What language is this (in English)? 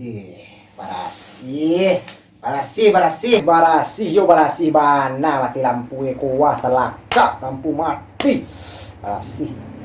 Minangkabau